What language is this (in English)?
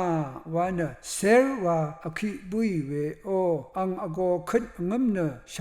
Rawang